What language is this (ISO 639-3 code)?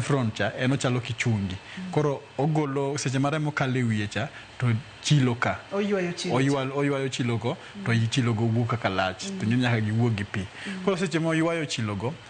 luo